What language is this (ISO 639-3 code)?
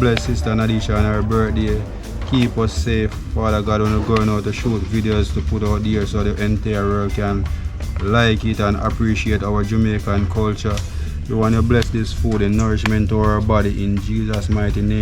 jam